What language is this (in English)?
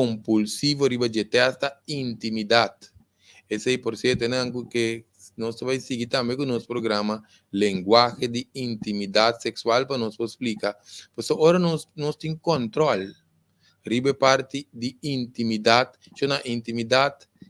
Papiamento